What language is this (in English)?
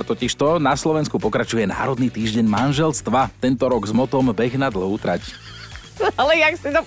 Slovak